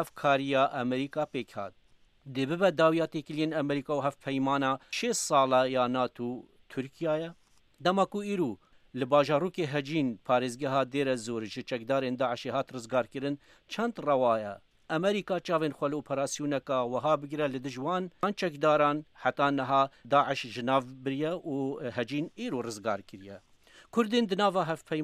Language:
Kurdish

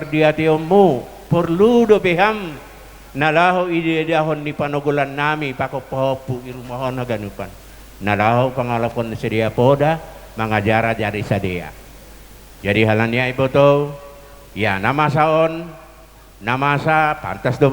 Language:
Batak Simalungun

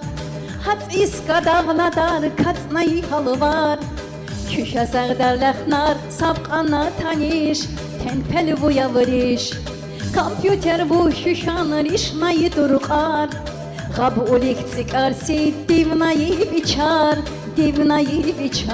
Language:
Tabassaran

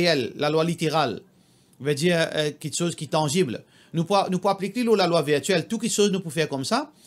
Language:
Morisyen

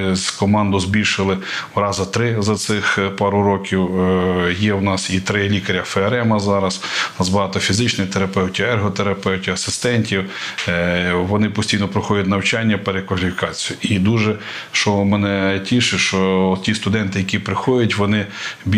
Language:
Ukrainian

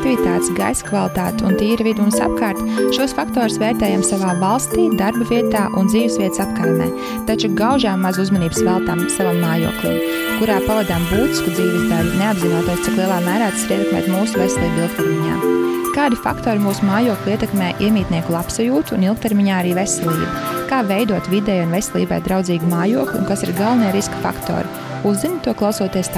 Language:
Latvian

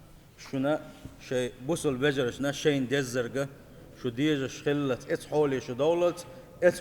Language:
Chechen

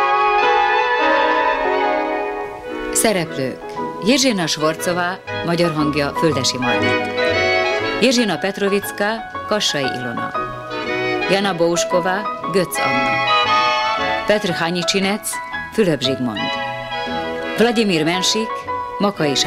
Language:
Hungarian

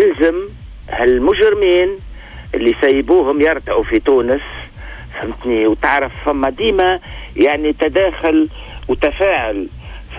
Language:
Tunisian Arabic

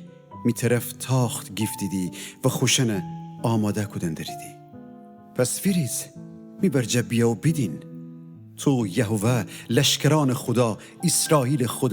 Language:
Gilaki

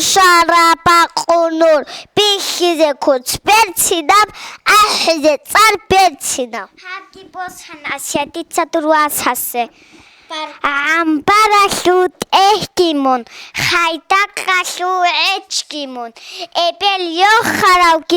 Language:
Avaric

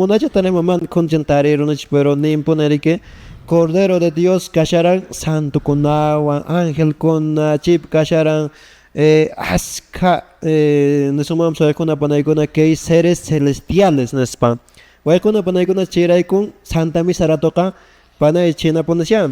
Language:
Quechua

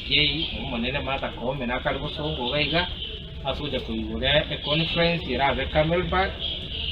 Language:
Gusii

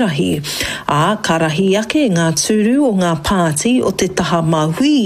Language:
Māori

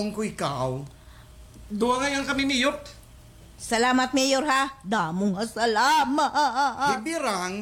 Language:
Waray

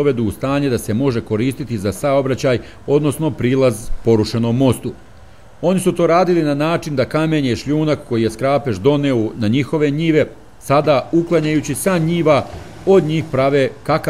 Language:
Serbian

